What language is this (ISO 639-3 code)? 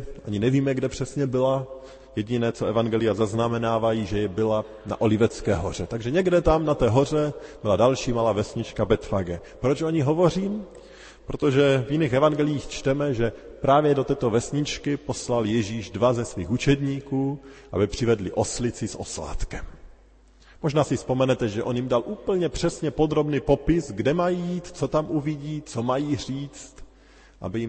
ces